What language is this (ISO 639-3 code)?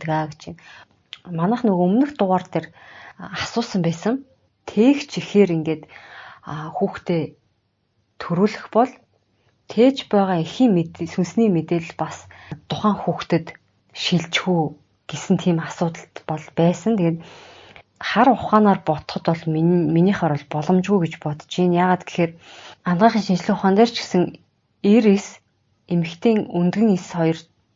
mon